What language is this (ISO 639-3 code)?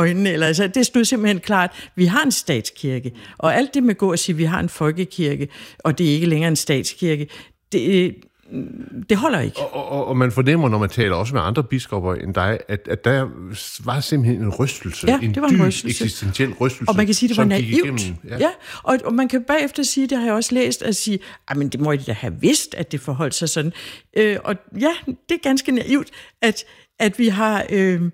dan